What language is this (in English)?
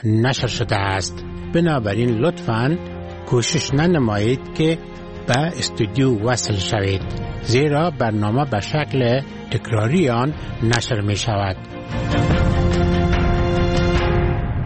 Persian